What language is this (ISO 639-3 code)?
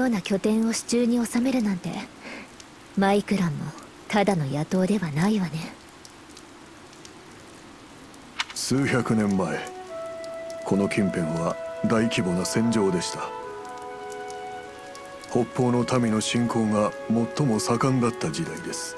jpn